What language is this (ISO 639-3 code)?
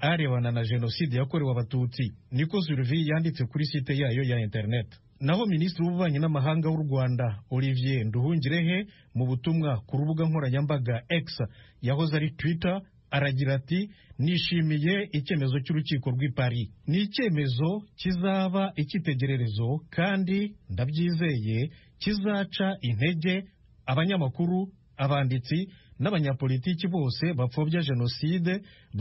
kin